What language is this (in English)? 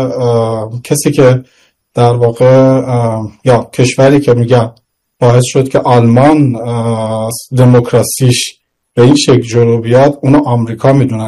Persian